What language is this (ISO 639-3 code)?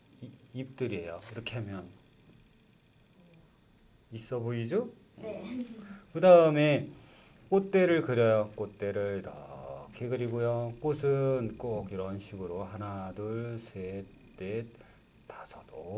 kor